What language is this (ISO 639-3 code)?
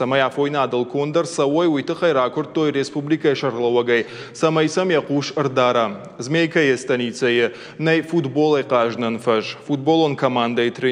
oss